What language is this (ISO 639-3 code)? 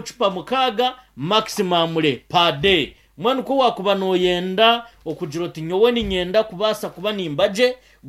nyn